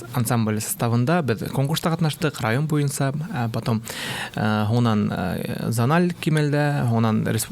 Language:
Bashkir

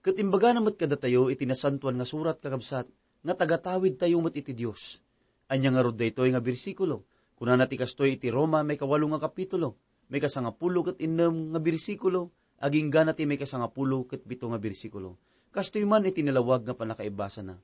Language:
Iloko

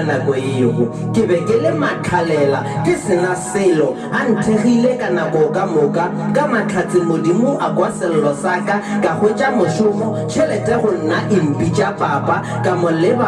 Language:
Northern Sotho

